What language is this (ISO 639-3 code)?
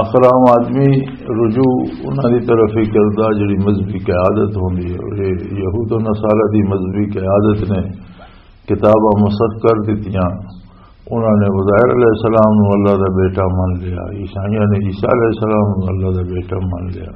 lah